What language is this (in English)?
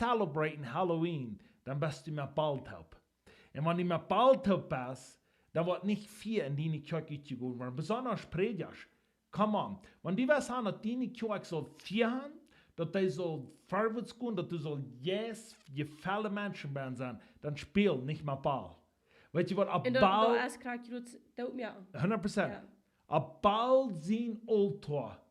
Plautdietsch